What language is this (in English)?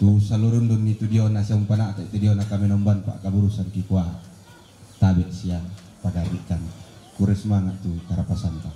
Toraja-Sa'dan